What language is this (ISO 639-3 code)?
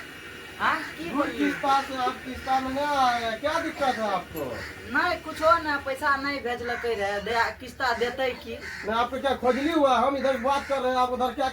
mai